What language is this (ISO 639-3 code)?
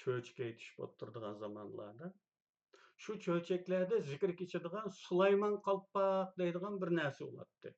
uig